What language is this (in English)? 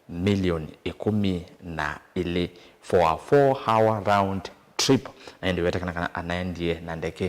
Kamba